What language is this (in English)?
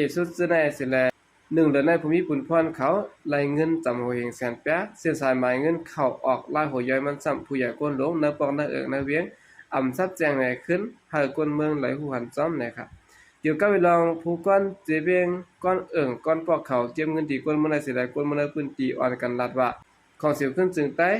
Shan